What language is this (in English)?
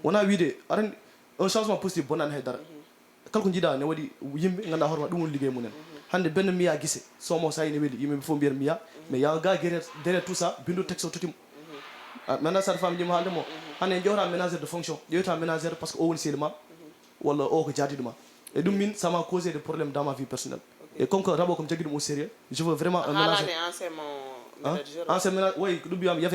Fula